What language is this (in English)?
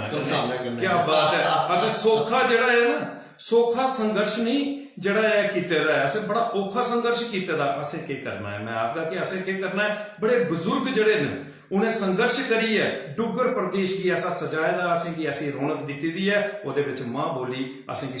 Dogri